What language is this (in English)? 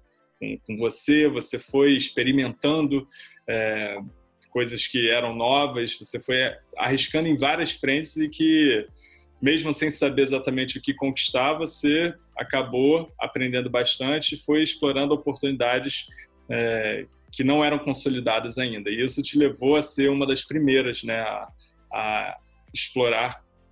Portuguese